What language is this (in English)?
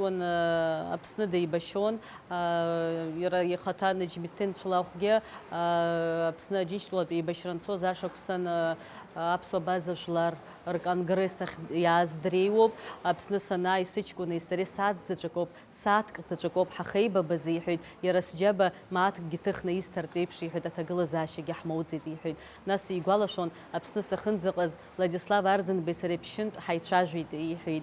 Abkhazian